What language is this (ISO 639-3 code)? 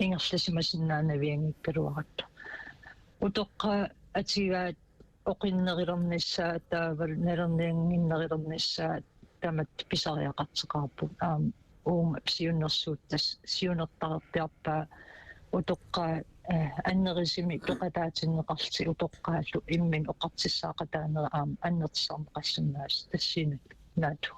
kal